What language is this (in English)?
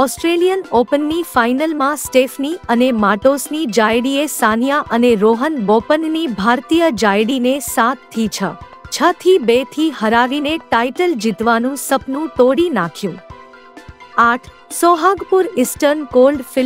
Gujarati